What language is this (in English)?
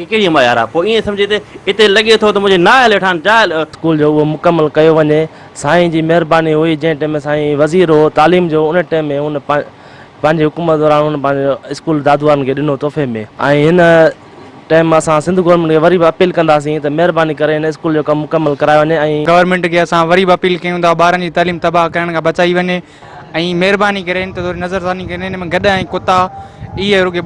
Sindhi